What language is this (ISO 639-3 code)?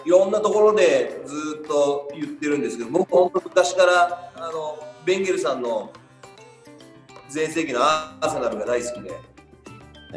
jpn